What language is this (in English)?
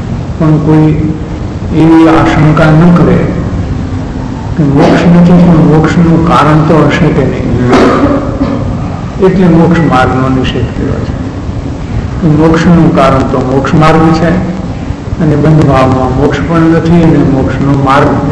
Gujarati